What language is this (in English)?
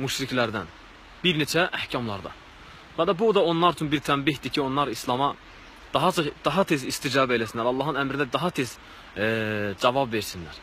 Azerbaijani